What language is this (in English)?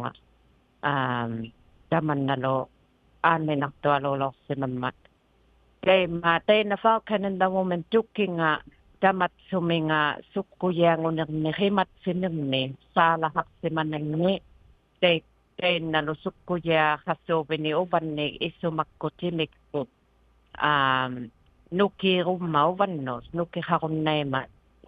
Inuktitut